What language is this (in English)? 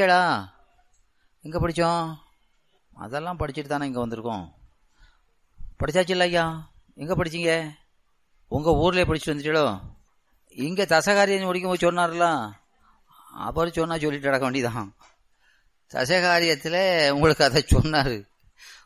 Tamil